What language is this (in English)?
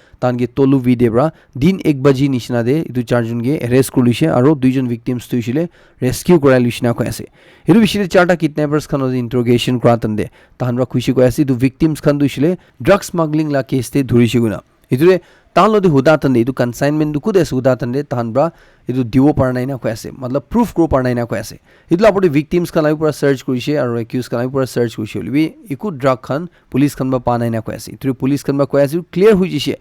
Naga Pidgin